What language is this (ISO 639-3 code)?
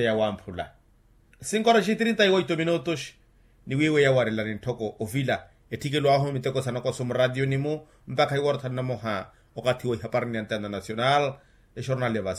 vmw